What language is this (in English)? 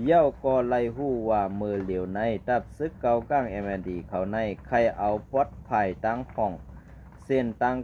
Shan